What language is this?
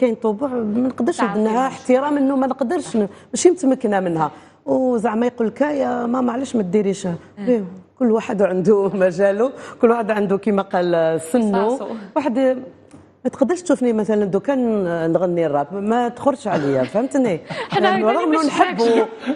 Algerian Arabic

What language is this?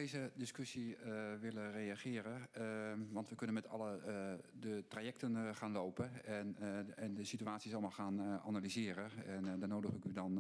Dutch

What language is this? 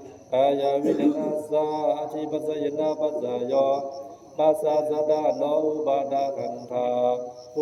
Pali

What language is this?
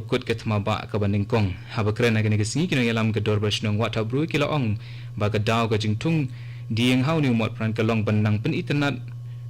Khasi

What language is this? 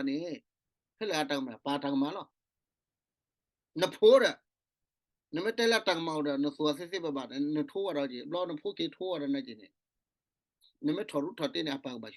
S'gaw Karen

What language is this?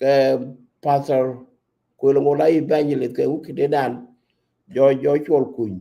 Nuer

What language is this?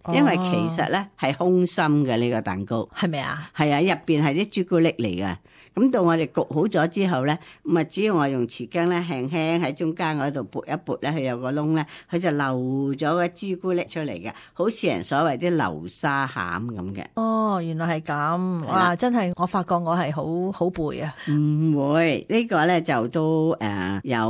Cantonese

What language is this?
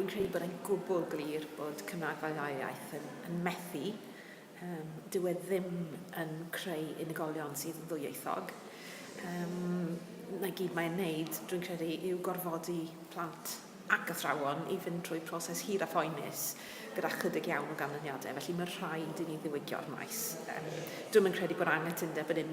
Welsh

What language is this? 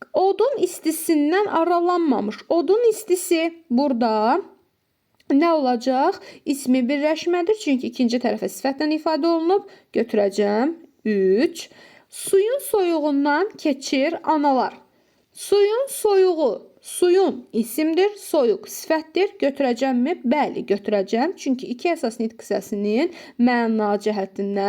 Azerbaijani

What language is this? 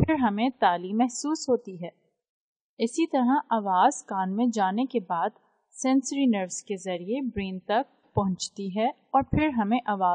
Urdu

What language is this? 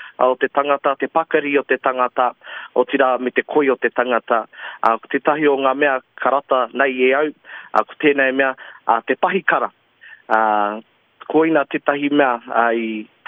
Māori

